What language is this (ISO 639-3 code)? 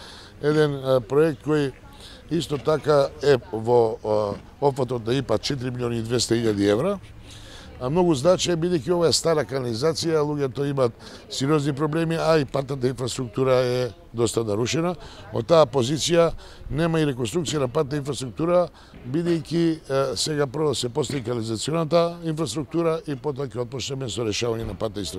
mkd